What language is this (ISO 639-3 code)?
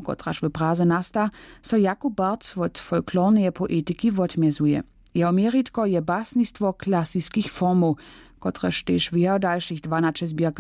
hsb